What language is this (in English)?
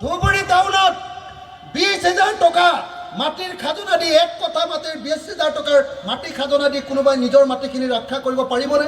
Assamese